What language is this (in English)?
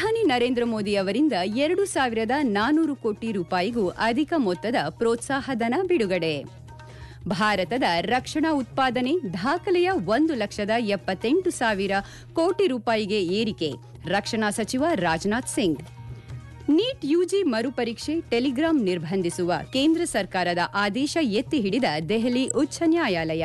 Kannada